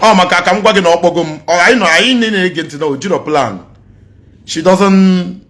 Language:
Igbo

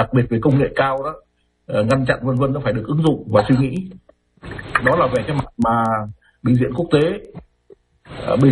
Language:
Vietnamese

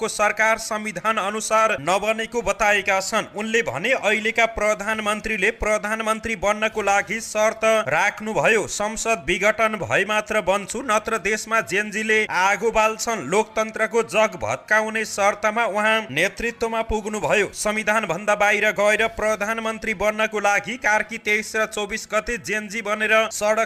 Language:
Nepali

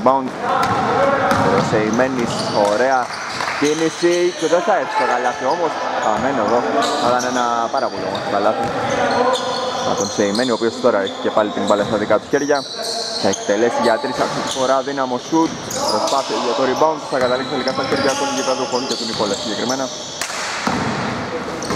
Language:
Greek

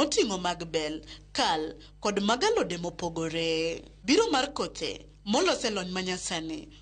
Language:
Luo (Kenya and Tanzania)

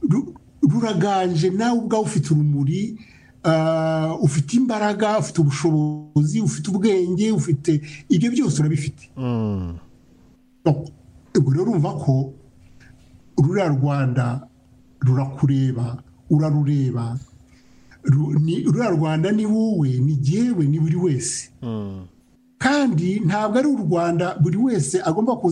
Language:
Kinyarwanda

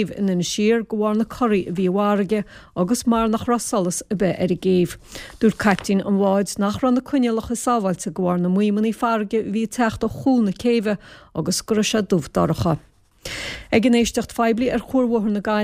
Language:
Irish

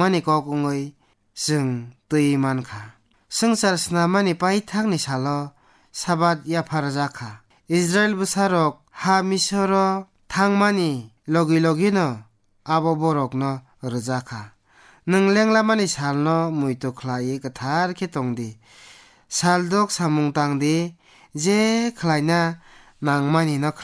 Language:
Kok Borok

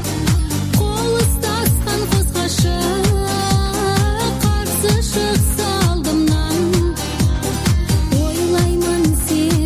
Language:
Kazakh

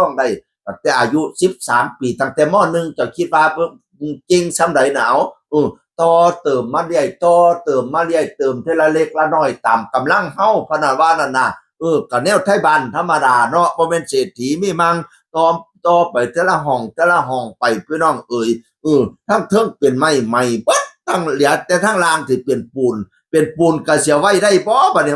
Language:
Northeastern Thai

